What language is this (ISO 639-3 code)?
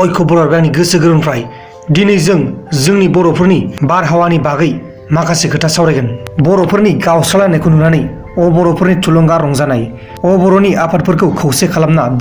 brx